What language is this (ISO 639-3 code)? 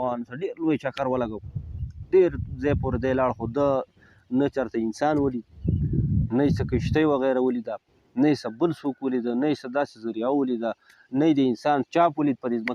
pus